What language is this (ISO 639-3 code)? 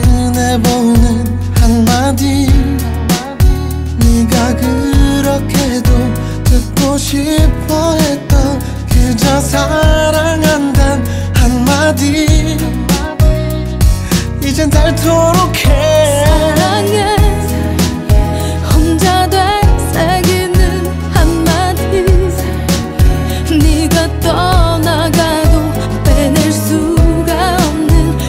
kor